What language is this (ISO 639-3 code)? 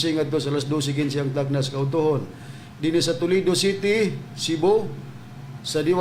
ceb